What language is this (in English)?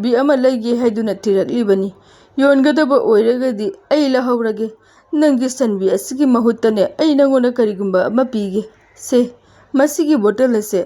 Manipuri